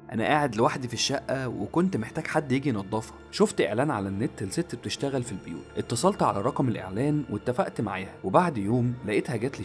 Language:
Egyptian Arabic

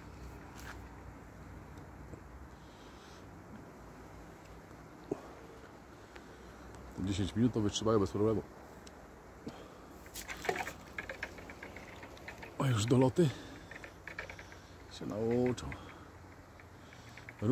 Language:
Polish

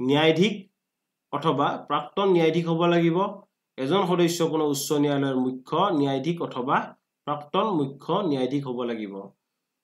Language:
Assamese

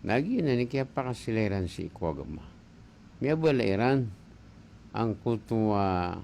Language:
Maranao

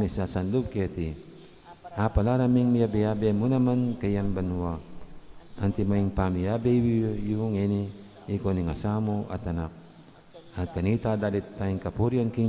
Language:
Pampanga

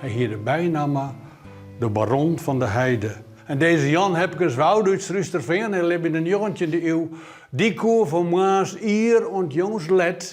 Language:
Western Frisian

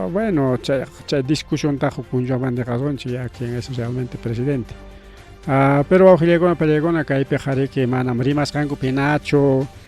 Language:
Ayacucho Quechua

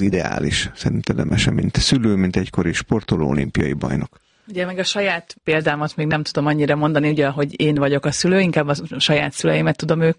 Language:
Hungarian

